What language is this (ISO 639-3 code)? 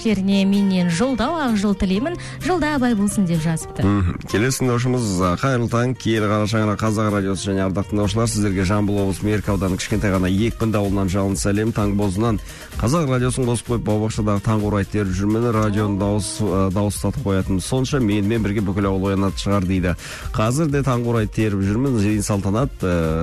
kaz